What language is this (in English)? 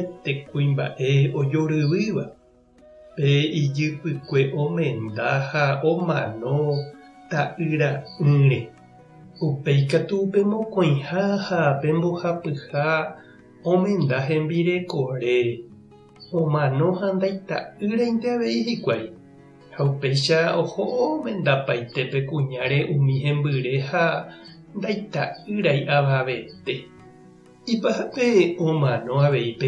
Guarani